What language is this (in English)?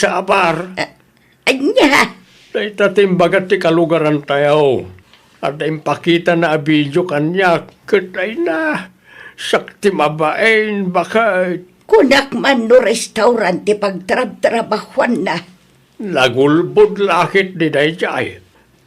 Iloko